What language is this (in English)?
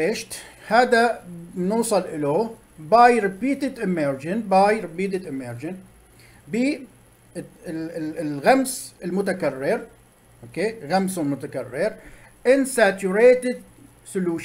Arabic